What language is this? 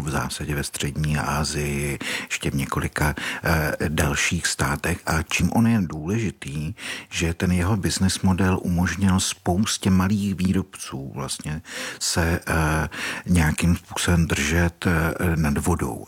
Czech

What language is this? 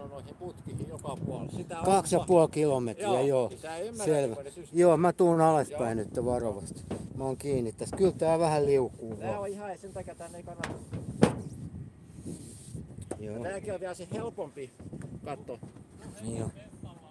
Finnish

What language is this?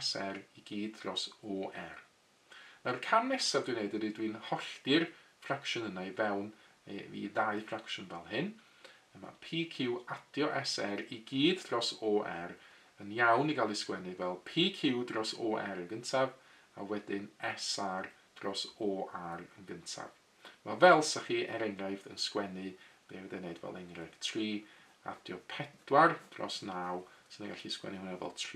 Welsh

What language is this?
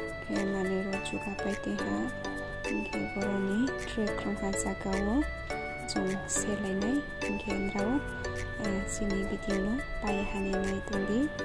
Riang (India)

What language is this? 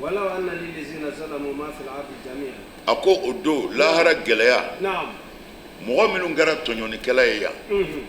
Bambara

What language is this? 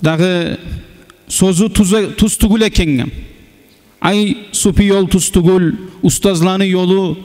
Kumyk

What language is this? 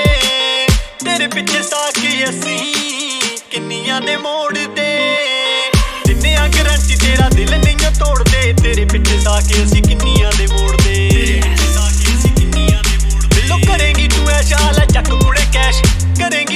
Punjabi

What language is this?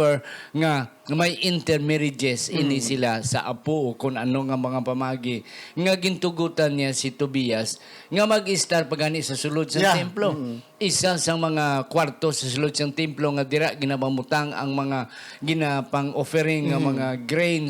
Hiligaynon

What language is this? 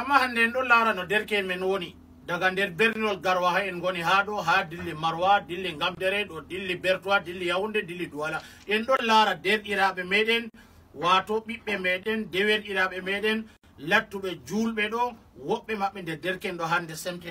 Fula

